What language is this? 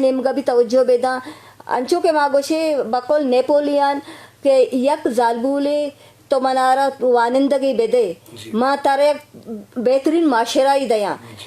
Eastern Balochi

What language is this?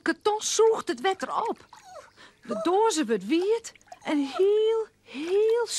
Western Frisian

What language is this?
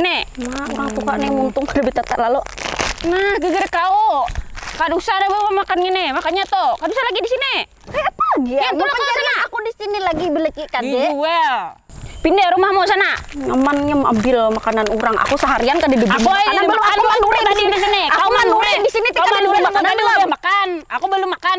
Banjar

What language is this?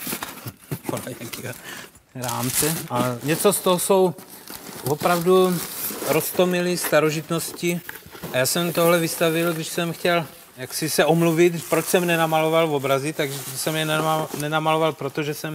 Czech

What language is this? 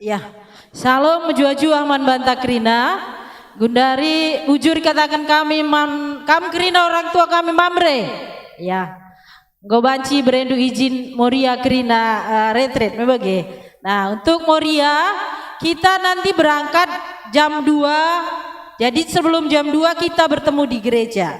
Batak Karo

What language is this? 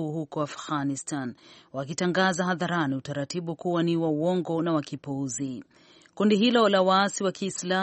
Swahili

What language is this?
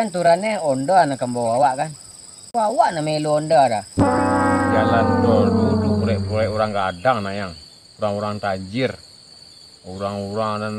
Minangkabau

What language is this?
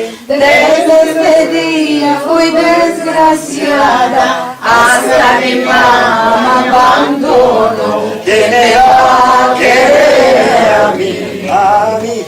Ladino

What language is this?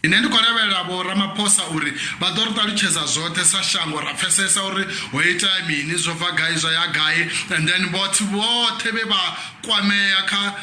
Venda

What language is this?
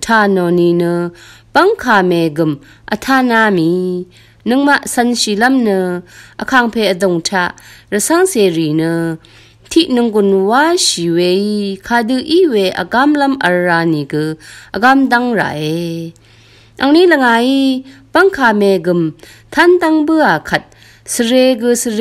Rawang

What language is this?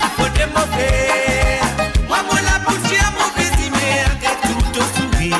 Morisyen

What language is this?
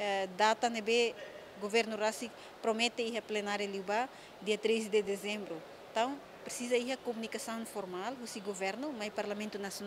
Tetum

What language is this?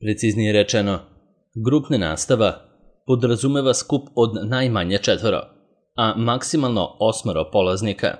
Serbian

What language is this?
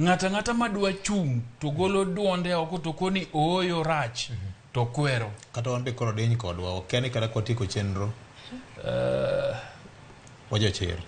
Luo (Kenya and Tanzania)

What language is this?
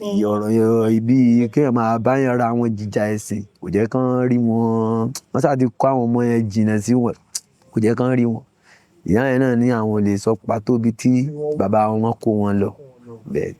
Yoruba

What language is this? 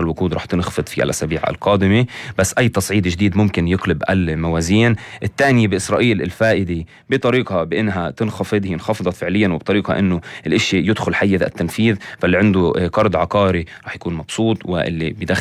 North Levantine Arabic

